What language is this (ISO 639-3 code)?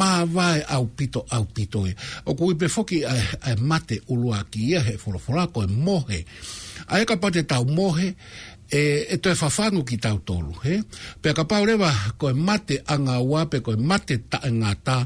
ton